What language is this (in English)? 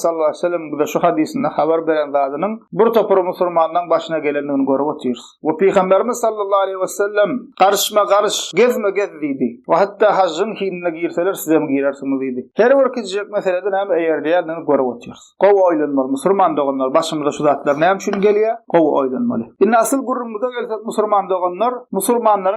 Turkmen